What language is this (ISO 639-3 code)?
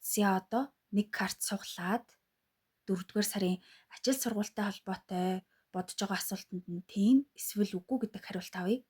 mon